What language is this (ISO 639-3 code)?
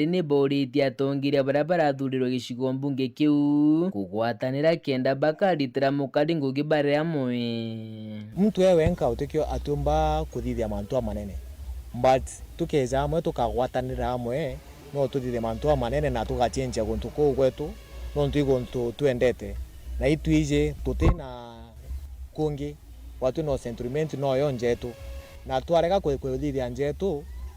mer